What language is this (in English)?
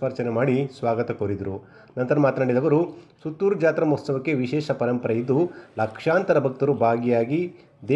Kannada